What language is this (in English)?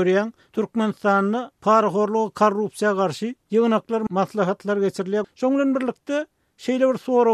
Turkmen